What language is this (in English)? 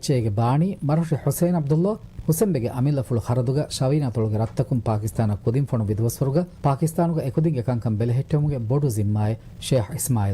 Divehi